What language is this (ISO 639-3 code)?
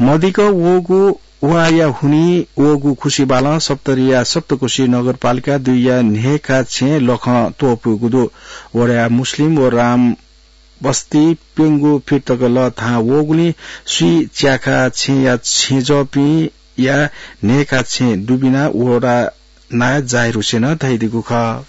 new